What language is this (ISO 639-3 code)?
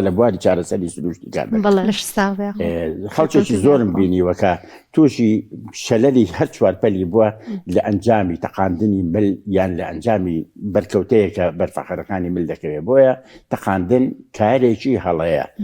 ckb